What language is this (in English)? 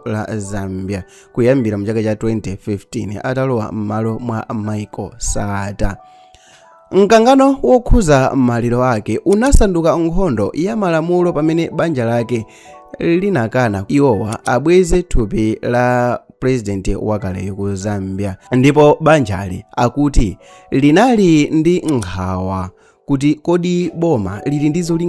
Nyanja